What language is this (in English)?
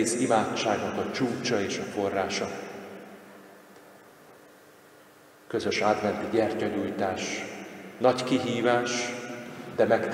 Hungarian